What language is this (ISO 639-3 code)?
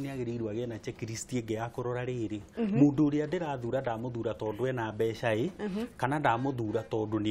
kik